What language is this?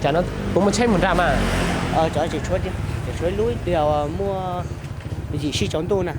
Hmong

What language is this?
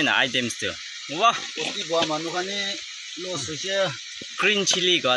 Naga Pidgin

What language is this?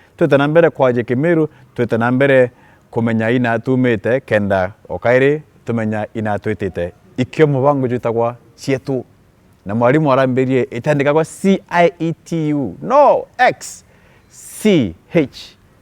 Meru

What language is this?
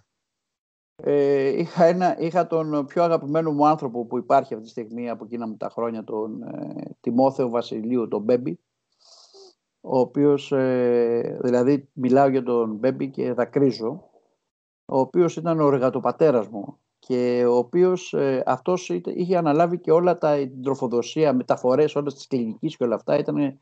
Greek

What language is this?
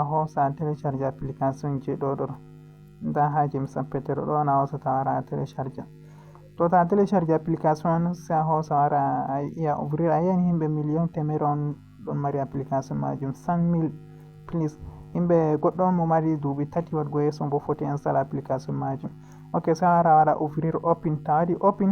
Fula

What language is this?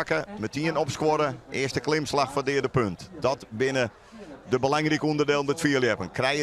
Western Frisian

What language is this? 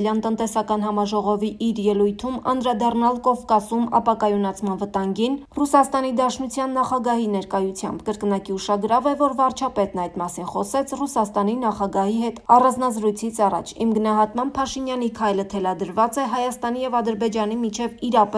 Armenian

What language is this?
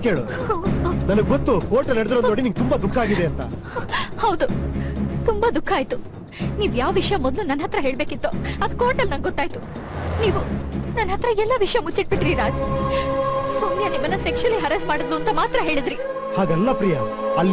Kannada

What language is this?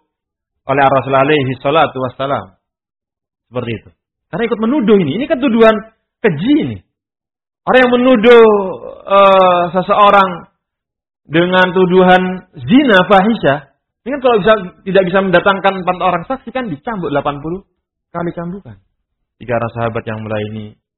Indonesian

